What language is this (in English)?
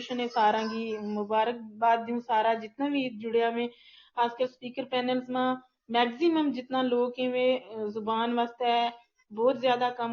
Gujari